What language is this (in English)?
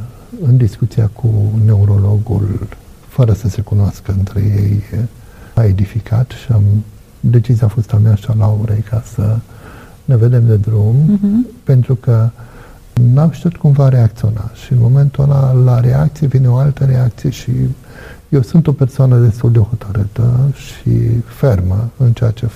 Romanian